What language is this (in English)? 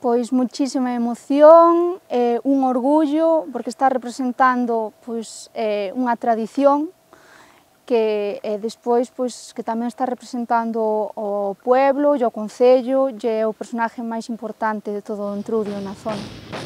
Galician